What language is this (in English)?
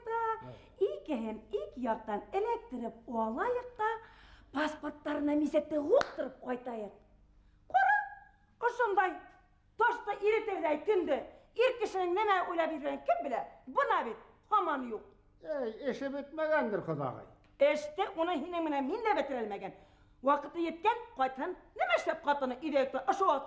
Bashkir